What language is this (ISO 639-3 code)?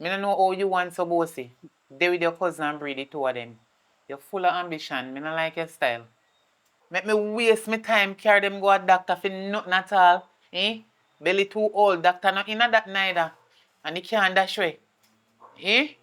jam